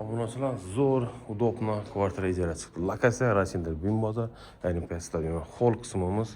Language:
Uzbek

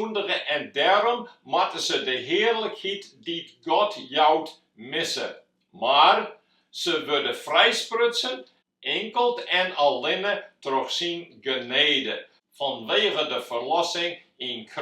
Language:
Western Frisian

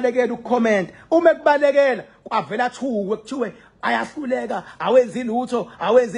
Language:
Zulu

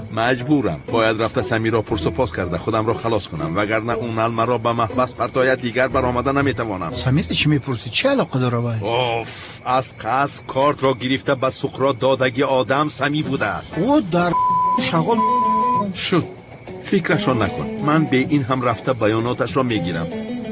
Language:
Tajik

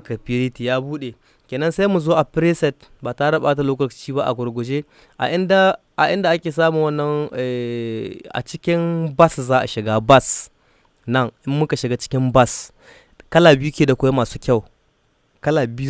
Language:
Hausa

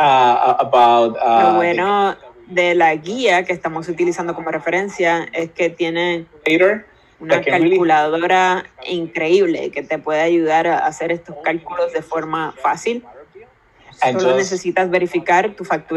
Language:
Spanish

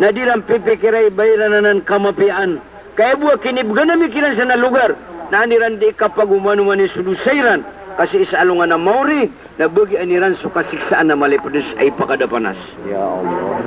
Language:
Maranao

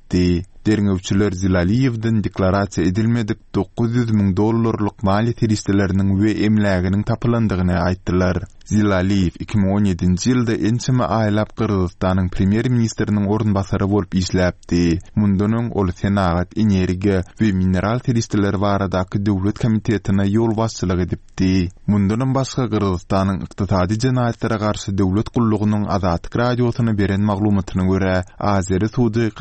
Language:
Turkmen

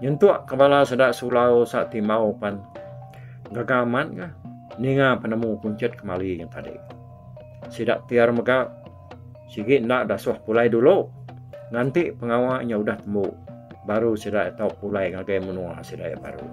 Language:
Iban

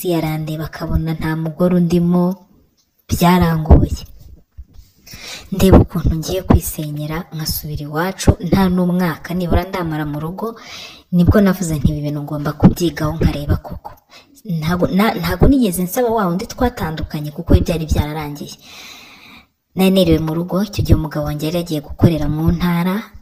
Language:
Kinyarwanda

